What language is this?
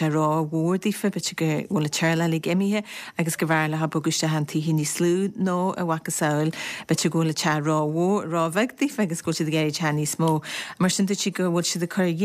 Irish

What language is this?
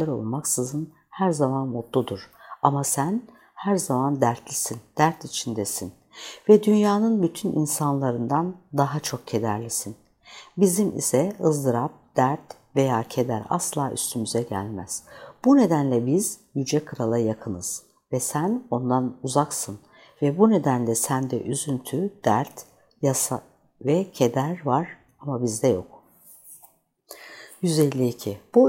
Turkish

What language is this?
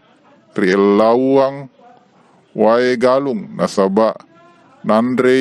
Buginese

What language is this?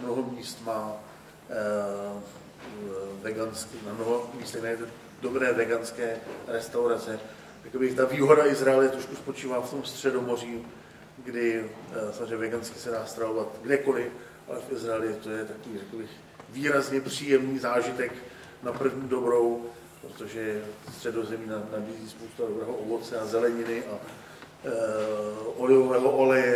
Czech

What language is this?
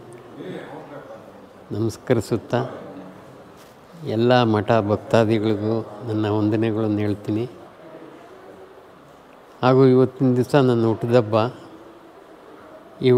Kannada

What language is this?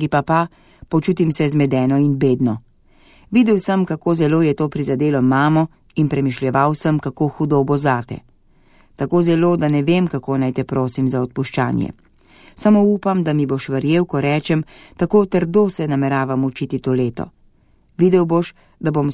Slovenian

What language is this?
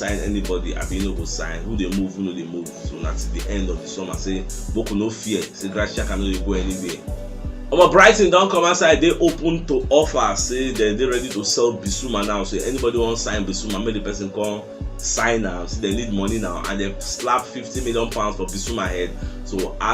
Nigerian Pidgin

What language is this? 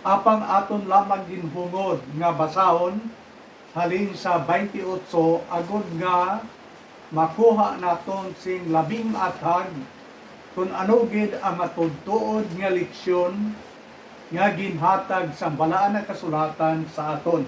Hiligaynon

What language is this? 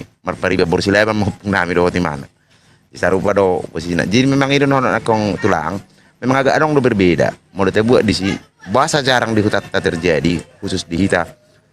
Batak Toba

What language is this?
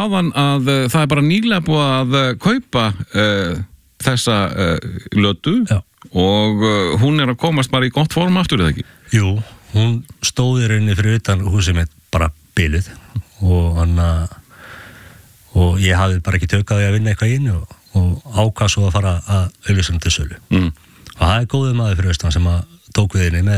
Icelandic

